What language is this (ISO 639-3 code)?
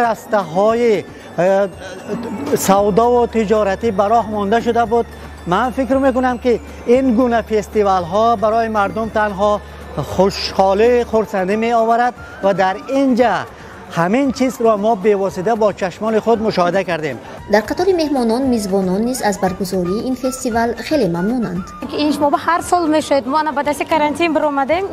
tgk